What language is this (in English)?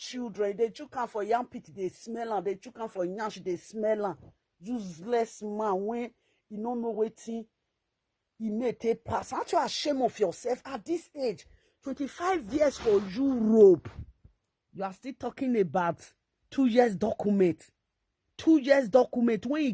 Nigerian Pidgin